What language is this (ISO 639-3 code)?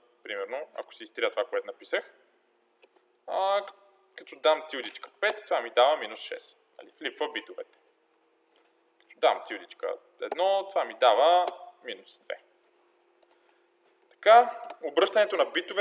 bul